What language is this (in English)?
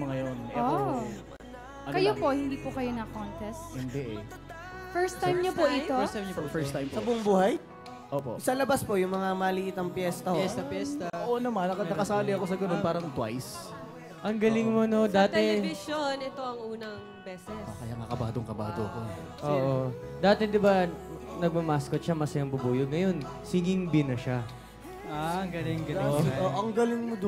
Filipino